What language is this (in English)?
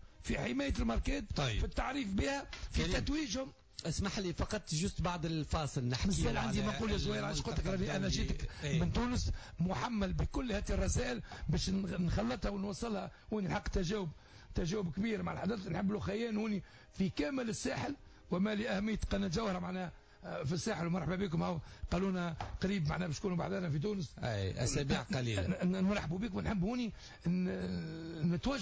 Tunisian Arabic